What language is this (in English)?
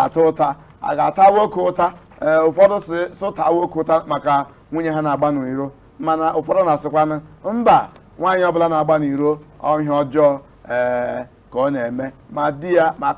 Igbo